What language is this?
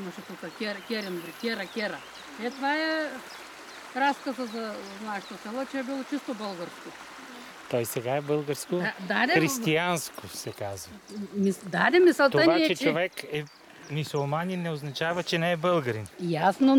Bulgarian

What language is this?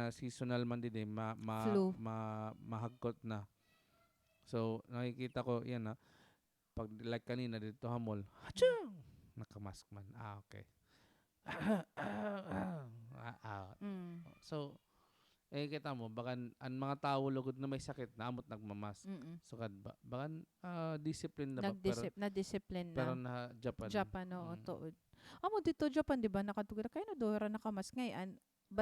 Waray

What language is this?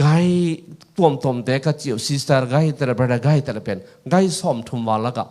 Tedim Chin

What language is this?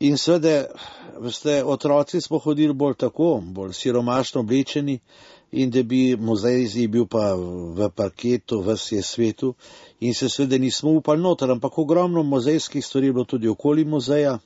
Slovenian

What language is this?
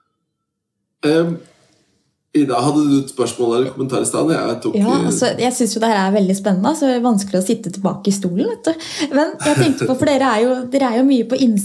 Norwegian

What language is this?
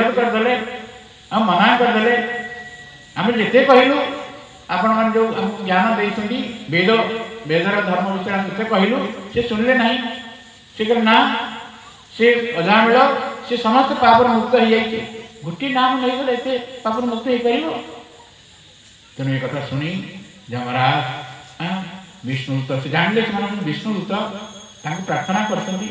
Odia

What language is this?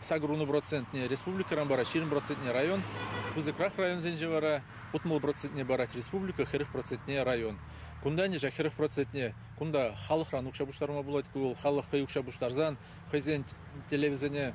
Chuvash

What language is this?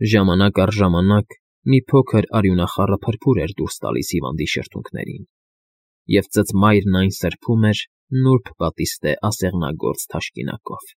Armenian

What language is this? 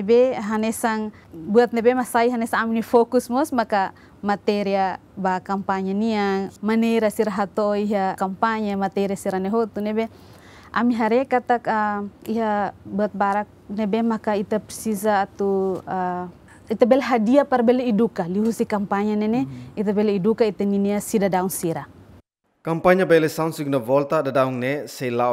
Tetum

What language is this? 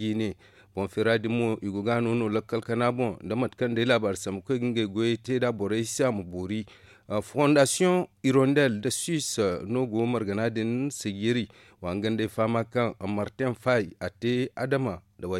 Zarma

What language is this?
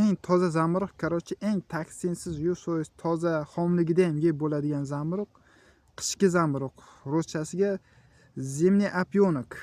Uzbek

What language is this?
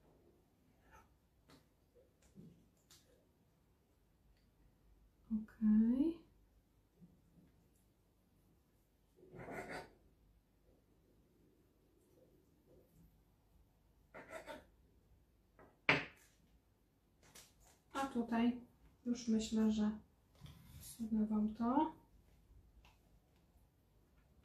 Polish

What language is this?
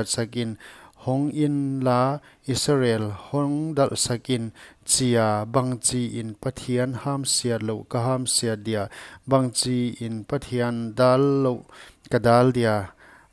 Paite Chin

